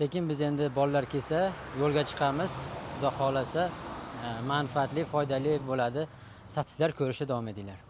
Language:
Uzbek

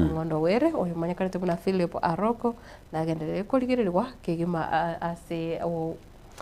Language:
Gusii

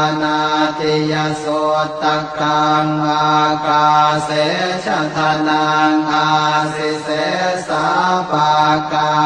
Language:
Pali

